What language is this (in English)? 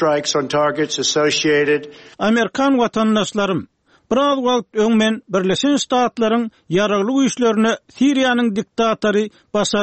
Turkmen